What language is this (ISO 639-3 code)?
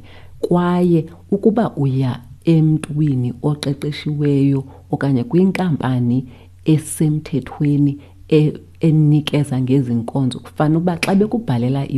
xho